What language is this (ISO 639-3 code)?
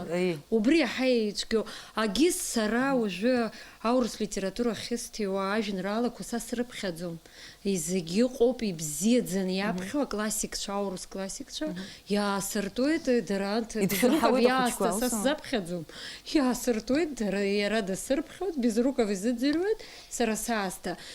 abk